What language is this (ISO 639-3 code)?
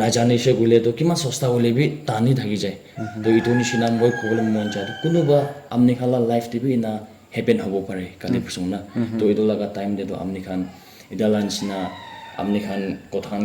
nag